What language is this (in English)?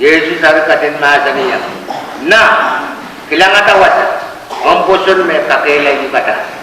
Pohnpeian